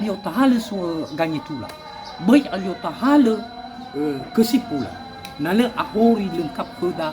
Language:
Nias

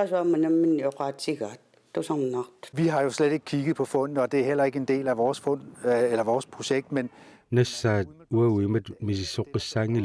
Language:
Kalaallisut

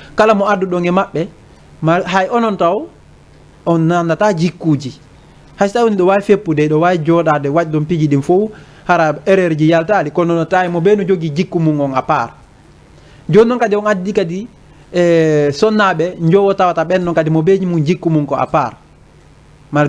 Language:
Fula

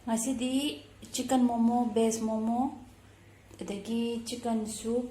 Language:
Manipuri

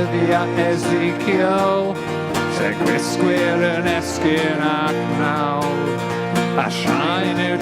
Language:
Welsh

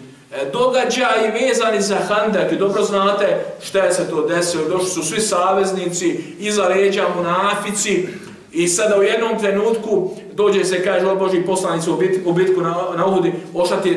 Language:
Bosnian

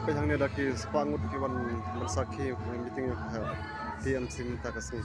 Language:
Khasi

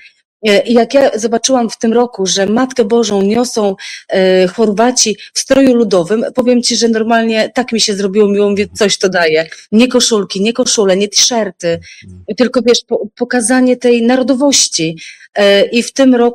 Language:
Polish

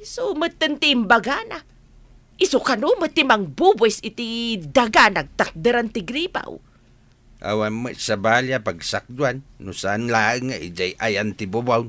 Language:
Iloko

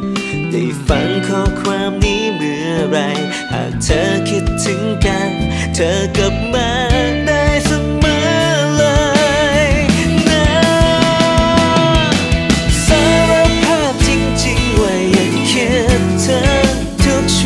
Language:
Thai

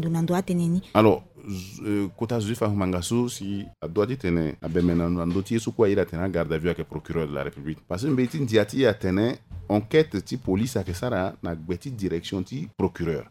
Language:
Sango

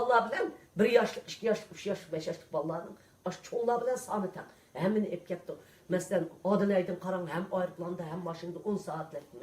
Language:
Uyghur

